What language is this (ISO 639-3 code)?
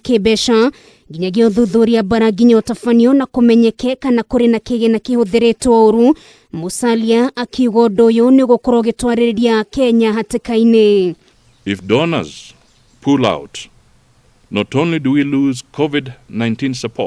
kik